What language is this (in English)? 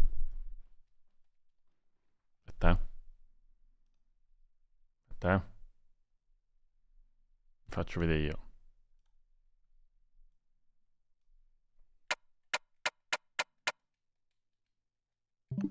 Italian